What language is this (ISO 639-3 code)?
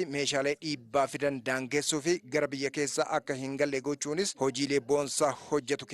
orm